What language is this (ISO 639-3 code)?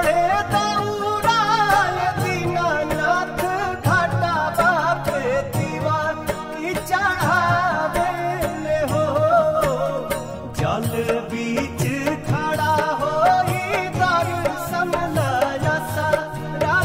bho